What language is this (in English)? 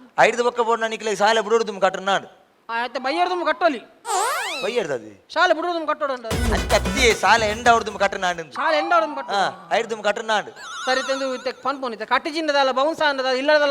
Tulu